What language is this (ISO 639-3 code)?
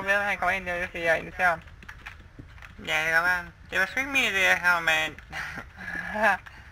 dan